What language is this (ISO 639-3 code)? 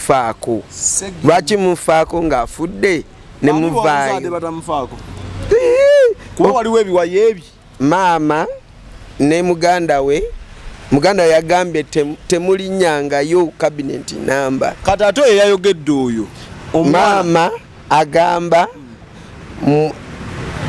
lug